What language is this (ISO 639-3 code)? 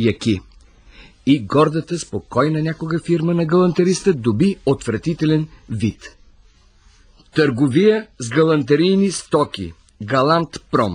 bul